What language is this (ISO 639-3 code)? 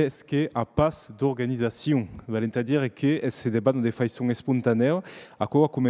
oci